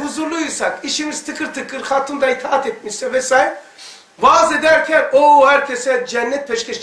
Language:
Turkish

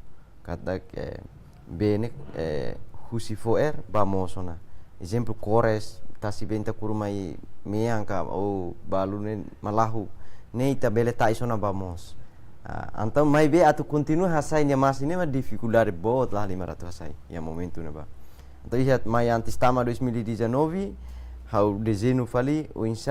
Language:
Tetum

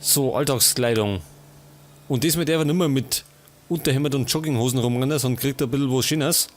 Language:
Bavarian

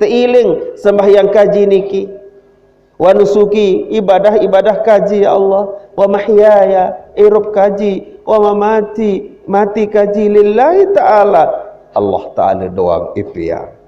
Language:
Sasak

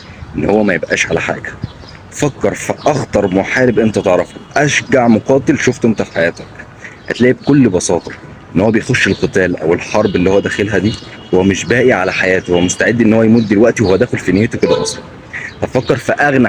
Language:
Egyptian Arabic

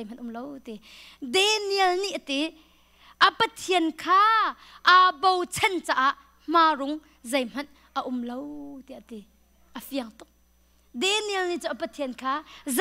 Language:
Hakha Chin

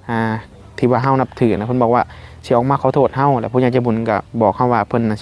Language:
Lao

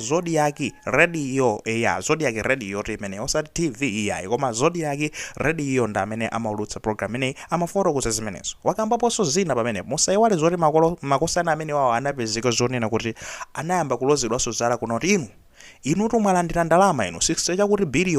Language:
Nyanja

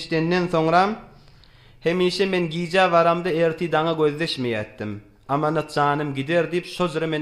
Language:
Turkmen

